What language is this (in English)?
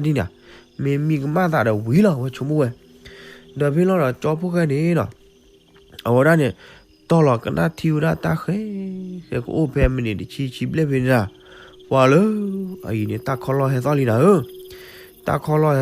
S'gaw Karen